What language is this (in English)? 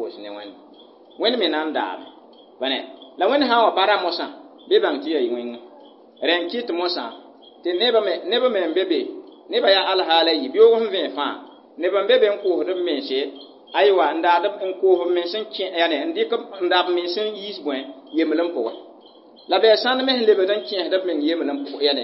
Mossi